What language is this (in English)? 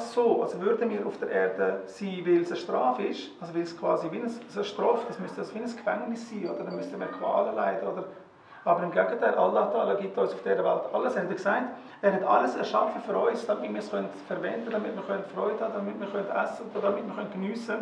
Swiss German